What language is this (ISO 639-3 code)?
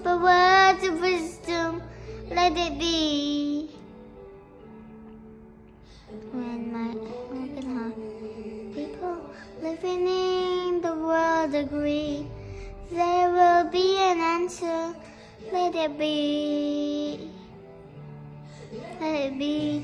eng